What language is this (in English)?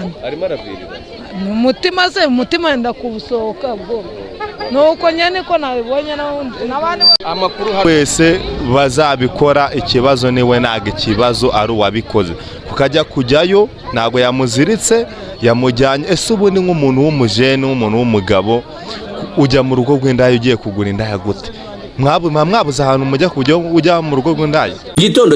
Kinyarwanda